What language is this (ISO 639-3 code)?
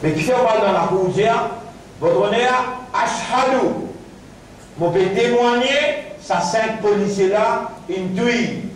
mfe